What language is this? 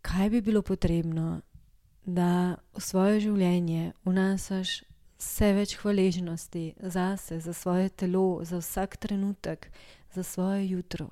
Slovenian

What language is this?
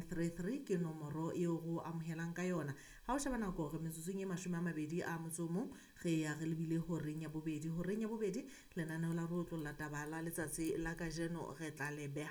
Southern Sotho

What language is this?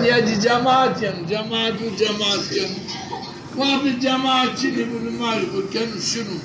Zaza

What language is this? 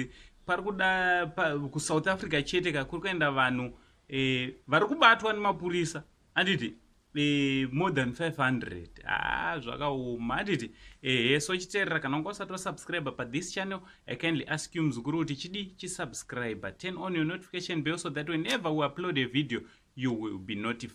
Shona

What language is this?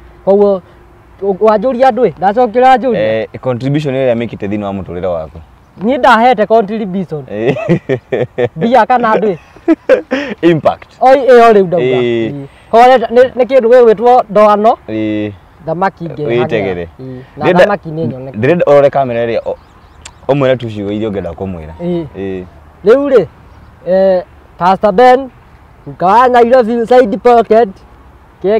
Kikuyu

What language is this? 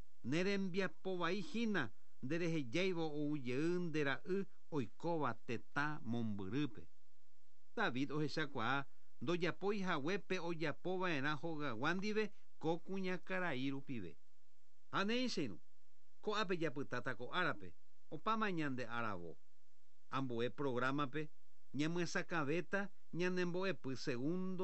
Guarani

